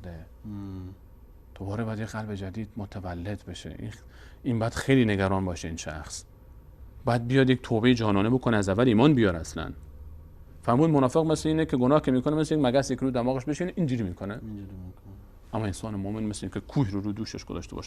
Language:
Persian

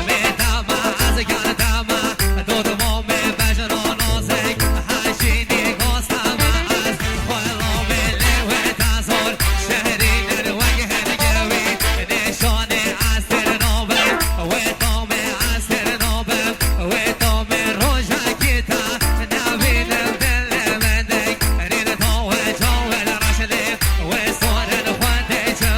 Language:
Kurdish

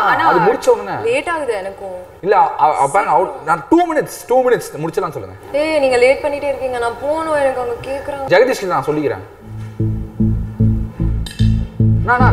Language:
Tamil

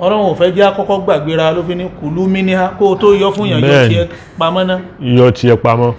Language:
Yoruba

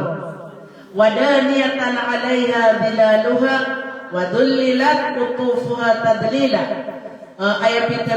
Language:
Maranao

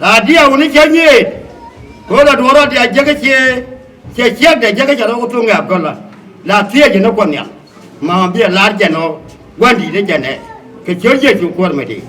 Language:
Nuer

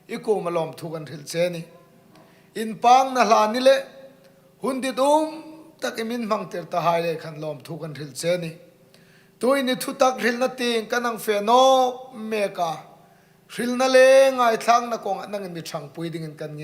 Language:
Hmar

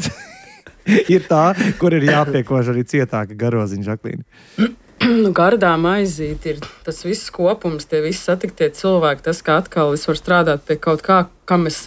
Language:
Latvian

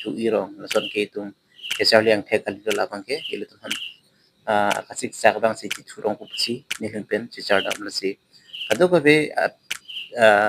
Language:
Karbi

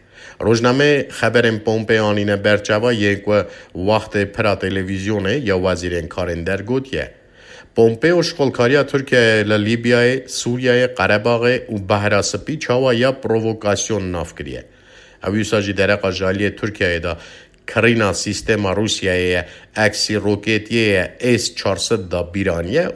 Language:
Kurdish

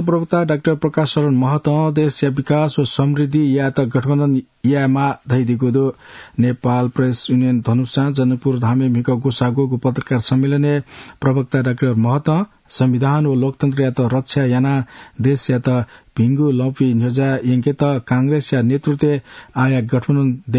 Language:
Newari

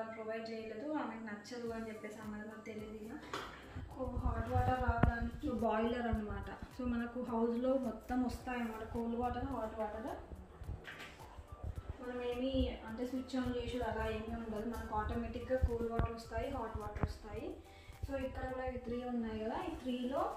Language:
Telugu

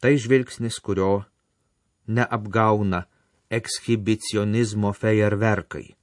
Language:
Lithuanian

